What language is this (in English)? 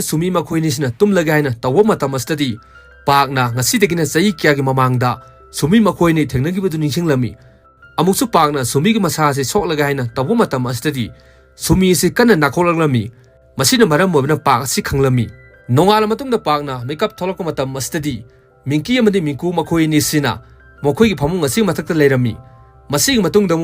Manipuri